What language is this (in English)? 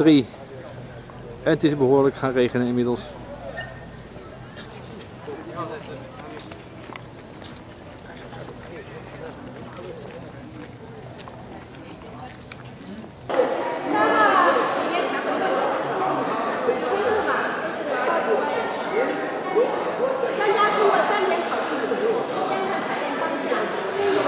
Dutch